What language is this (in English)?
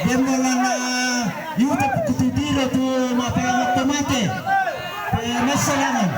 Toraja-Sa'dan